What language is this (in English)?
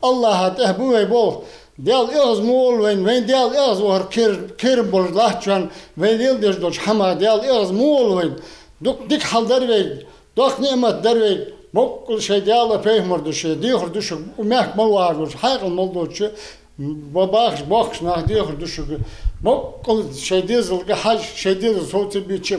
Ingush